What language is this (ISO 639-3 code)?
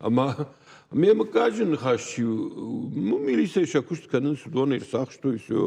oss